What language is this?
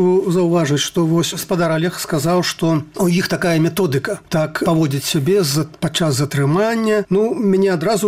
Belarusian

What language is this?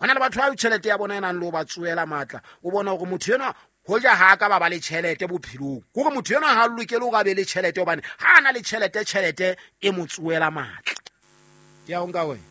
Southern Sotho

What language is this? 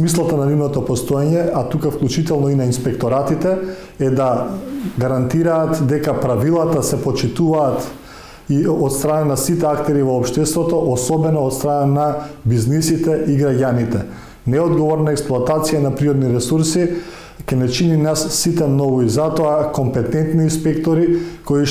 Macedonian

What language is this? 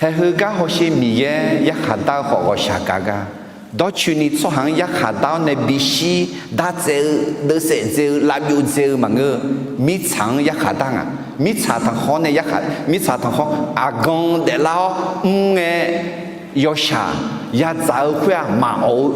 Akha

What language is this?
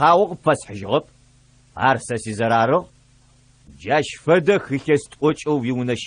Adyghe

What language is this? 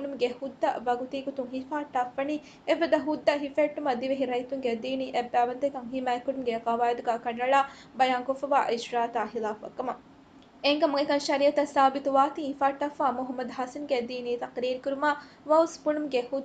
Divehi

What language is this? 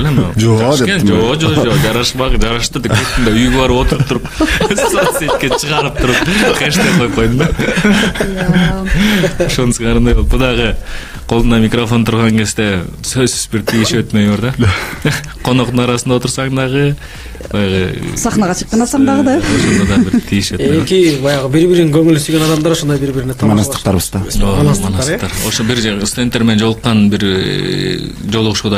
Kyrgyz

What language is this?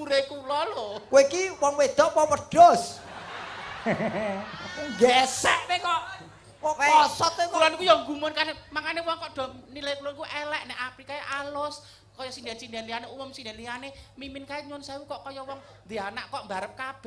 Javanese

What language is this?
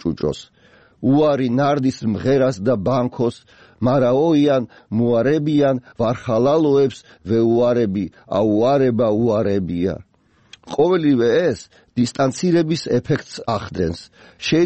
Georgian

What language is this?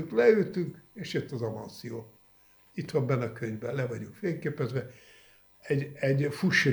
Hungarian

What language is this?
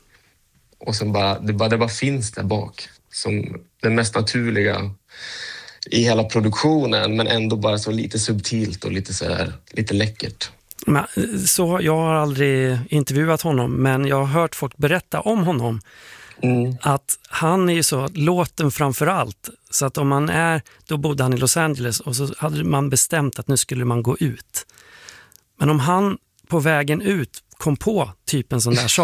Swedish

